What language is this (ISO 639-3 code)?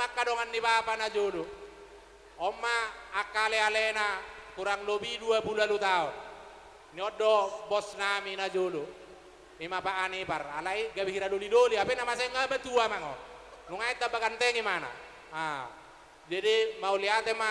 bbc